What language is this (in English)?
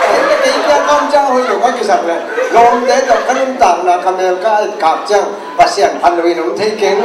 Tedim Chin